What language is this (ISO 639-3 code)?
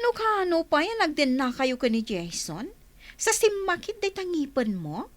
ilo